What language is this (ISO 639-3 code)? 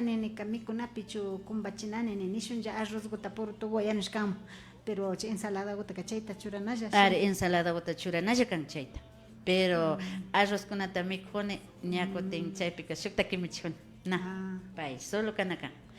qvi